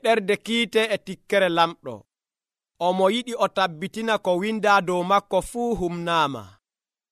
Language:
Nigerian Fulfulde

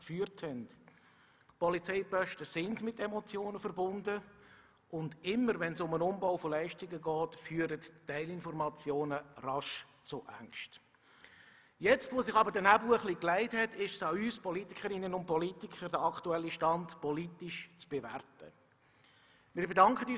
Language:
German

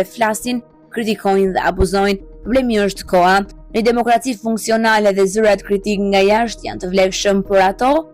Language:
Albanian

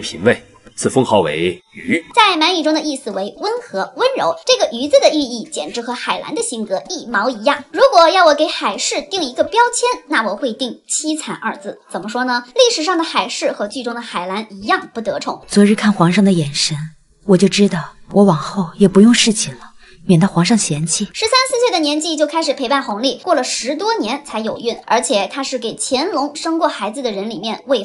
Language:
Chinese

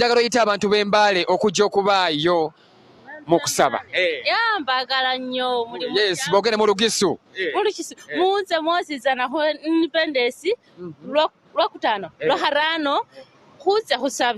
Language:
Ganda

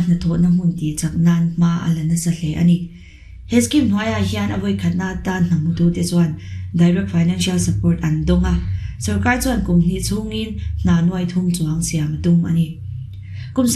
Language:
Mizo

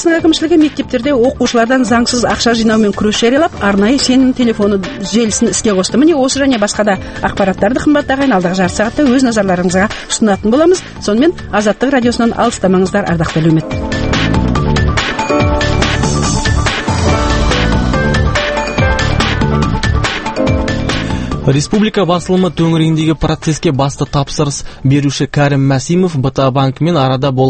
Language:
Kazakh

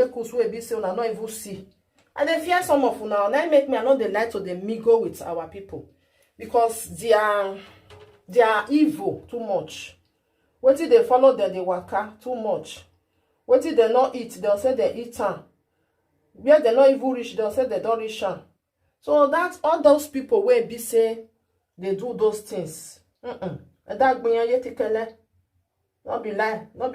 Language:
Nigerian Pidgin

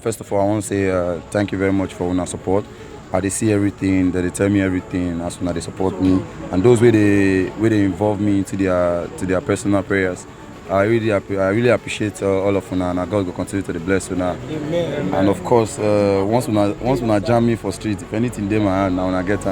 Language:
Nigerian Pidgin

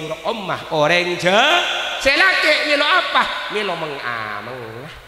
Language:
Madurese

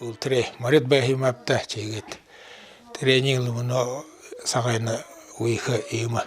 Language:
Buriat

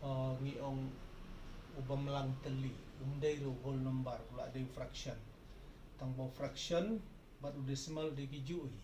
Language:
Khasi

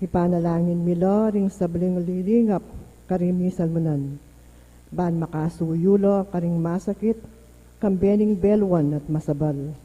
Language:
Pampanga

